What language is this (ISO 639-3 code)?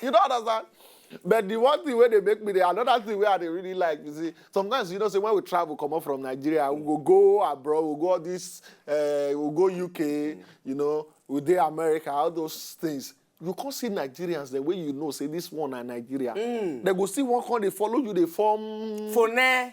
pcm